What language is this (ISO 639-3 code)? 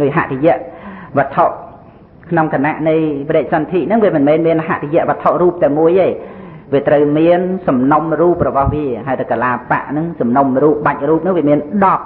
khm